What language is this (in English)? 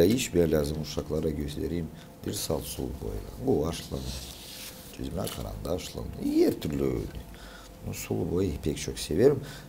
Gagauz